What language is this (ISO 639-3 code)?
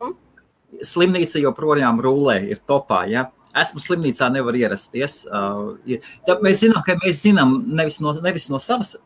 lav